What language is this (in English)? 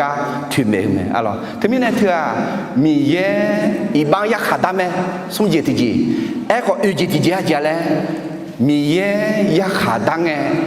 Akha